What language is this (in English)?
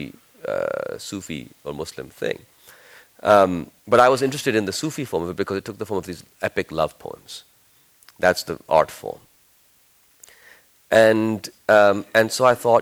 English